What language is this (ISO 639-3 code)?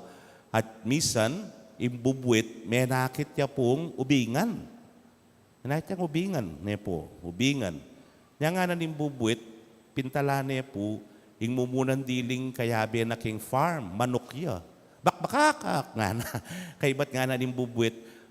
pam